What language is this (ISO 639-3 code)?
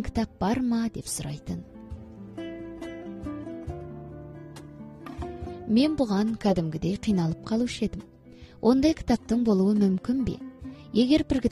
kaz